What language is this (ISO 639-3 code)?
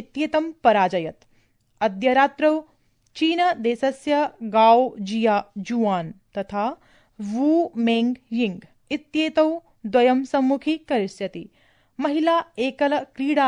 san